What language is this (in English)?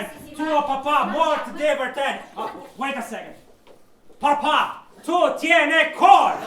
Neapolitan